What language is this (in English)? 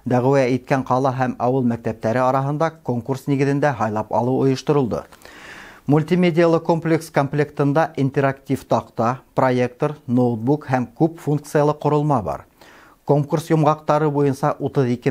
Bashkir